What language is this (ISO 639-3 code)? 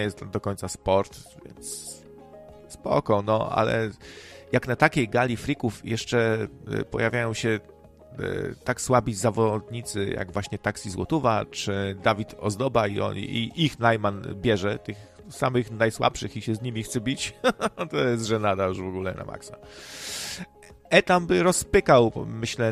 pol